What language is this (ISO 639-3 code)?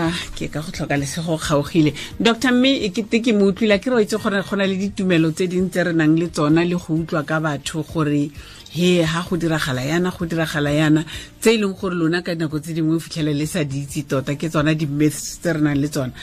tsn